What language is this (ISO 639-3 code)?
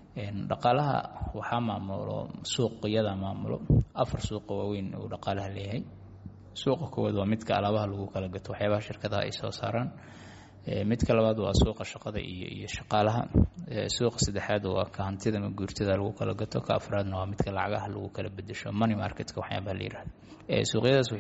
som